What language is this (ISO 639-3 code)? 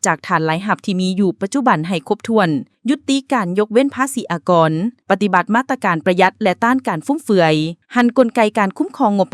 lao